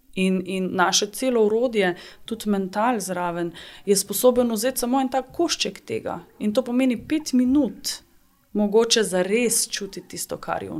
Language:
Slovenian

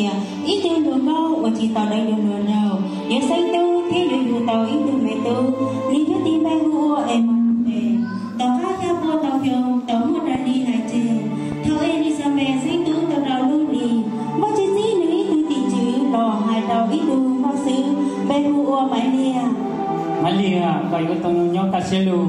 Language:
Hmong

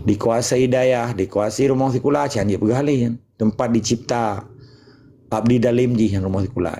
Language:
Achinese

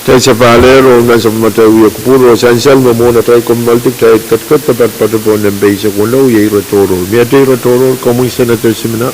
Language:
Pohnpeian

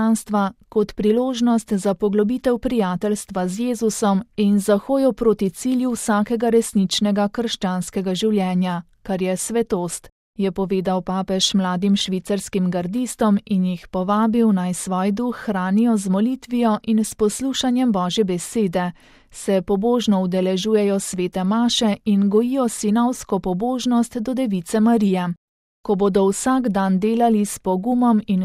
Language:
Slovenian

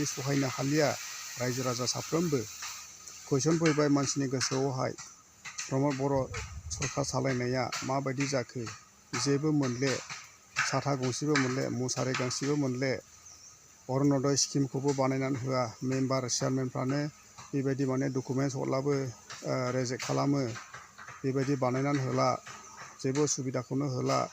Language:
Bodo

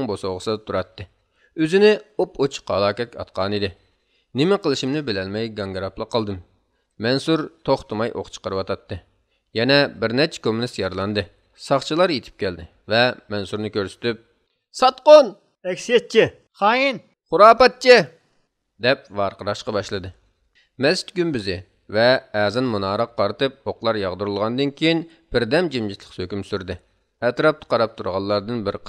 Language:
Uyghur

